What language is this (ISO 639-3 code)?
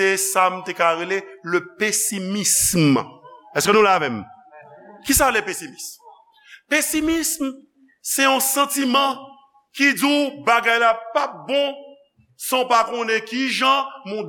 hat